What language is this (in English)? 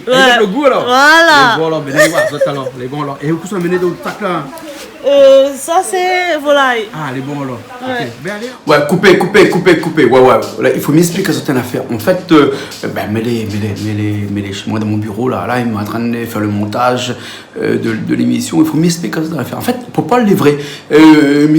Réunion Creole French